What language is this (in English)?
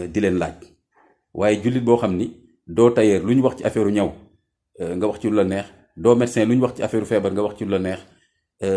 Wolof